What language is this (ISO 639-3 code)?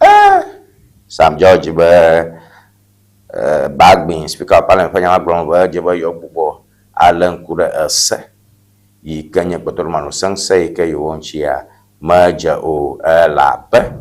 ewe